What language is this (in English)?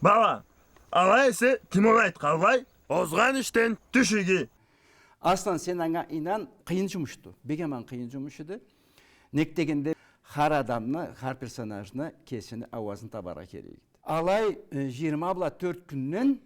Karachay-Balkar